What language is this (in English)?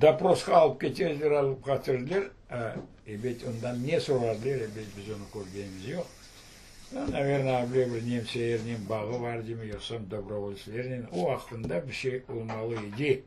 Crimean Tatar